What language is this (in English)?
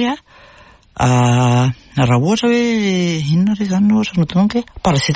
Malagasy